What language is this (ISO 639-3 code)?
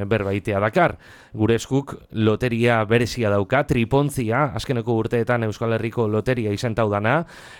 eus